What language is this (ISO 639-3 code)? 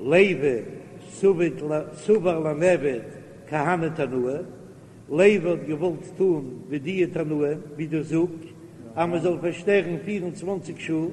yid